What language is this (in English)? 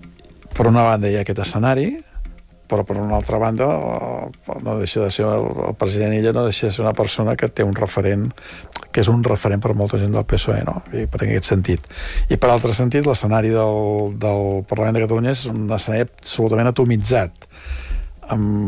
Catalan